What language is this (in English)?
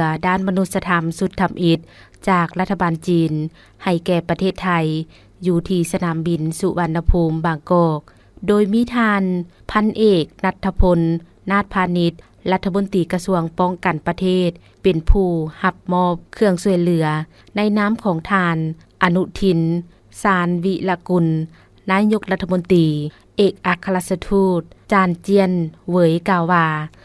Lao